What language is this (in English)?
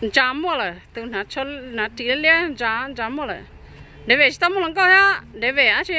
Hmong